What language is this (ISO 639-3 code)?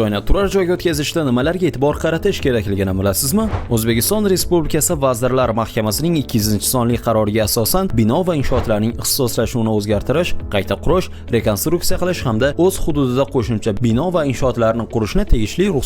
uzb